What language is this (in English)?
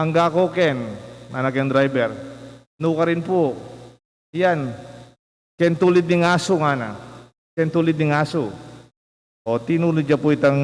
Pampanga